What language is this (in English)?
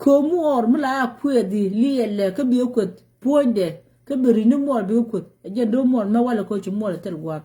Nuer